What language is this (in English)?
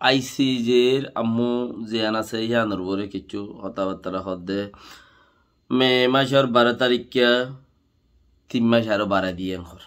Rohingya